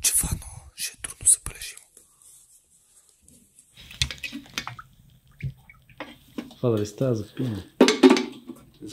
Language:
Bulgarian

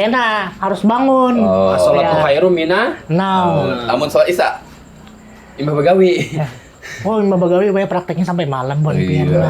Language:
Banjar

